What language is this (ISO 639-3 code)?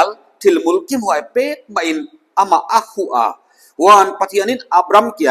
pck